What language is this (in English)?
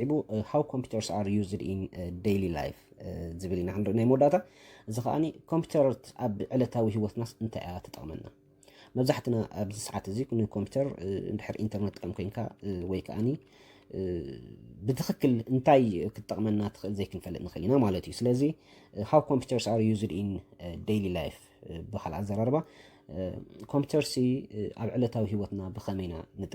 Tigrinya